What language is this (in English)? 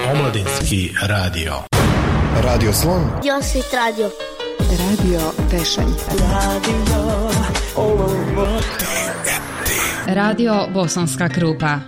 Bosnian